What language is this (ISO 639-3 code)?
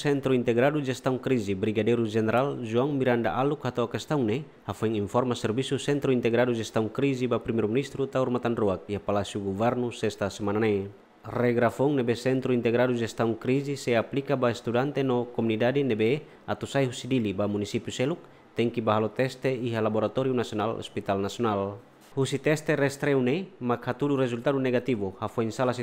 tet